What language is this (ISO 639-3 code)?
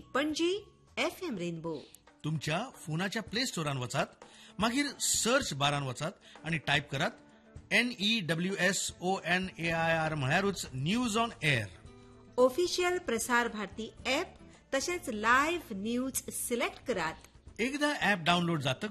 kok